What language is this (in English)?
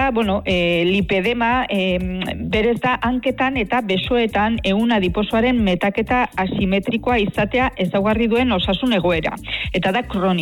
Basque